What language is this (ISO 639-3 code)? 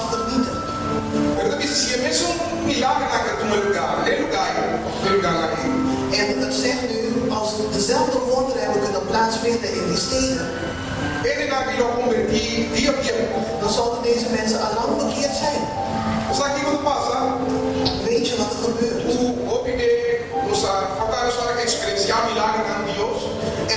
pap